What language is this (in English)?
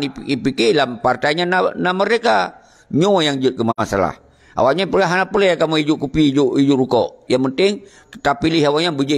Achinese